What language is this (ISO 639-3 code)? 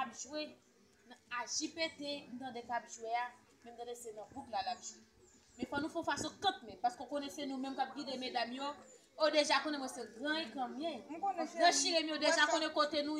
hat